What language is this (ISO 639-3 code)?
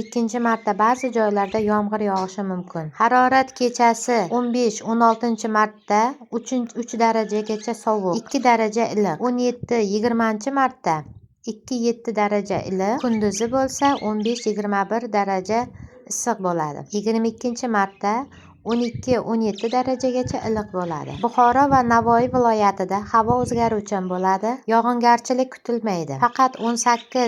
uzb